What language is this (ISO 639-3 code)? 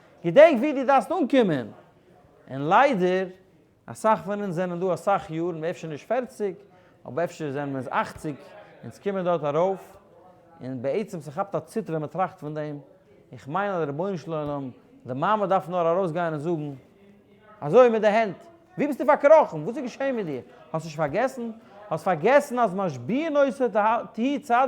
yid